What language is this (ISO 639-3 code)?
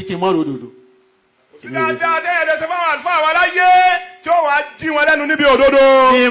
yor